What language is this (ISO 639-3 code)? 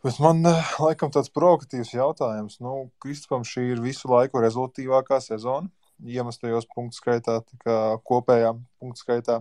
lav